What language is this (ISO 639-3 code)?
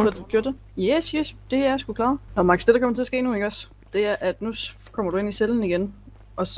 dan